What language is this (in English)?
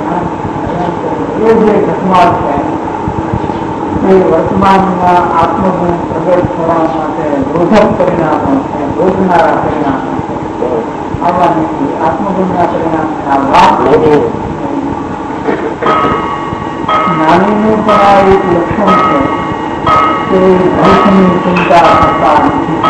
Gujarati